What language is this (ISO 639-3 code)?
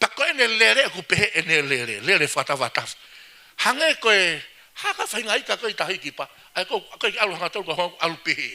ton